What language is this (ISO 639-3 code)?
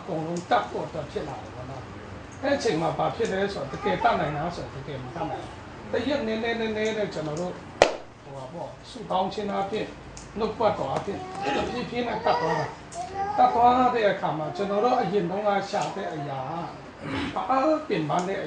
mya